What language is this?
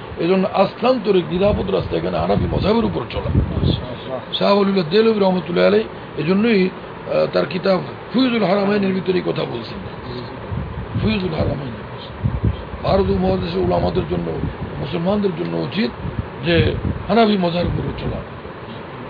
Bangla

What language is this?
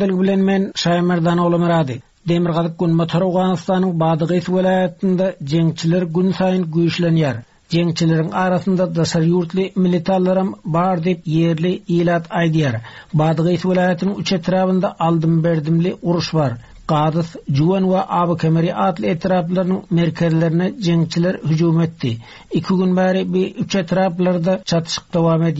Turkmen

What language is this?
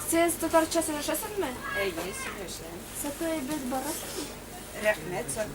Tatar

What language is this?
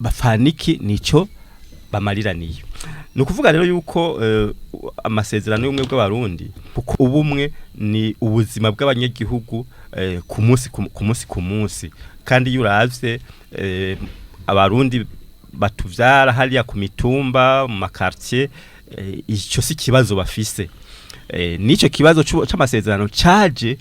Rundi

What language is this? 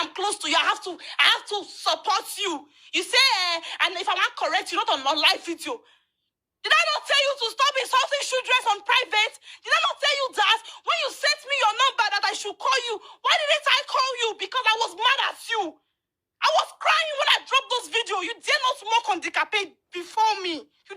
Nigerian Pidgin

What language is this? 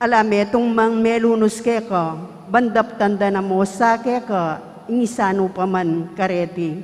Pampanga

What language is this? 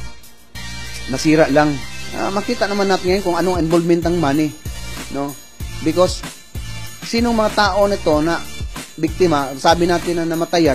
Filipino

